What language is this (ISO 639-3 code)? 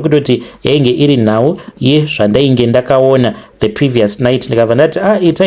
sna